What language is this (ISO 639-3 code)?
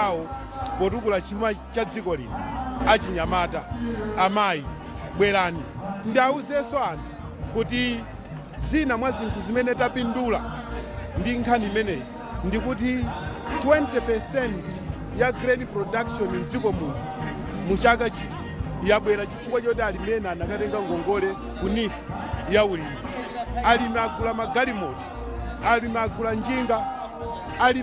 nya